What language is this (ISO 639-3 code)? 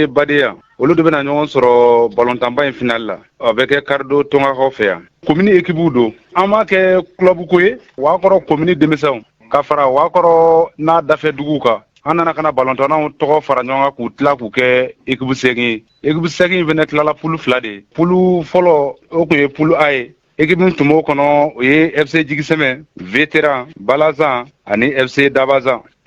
bam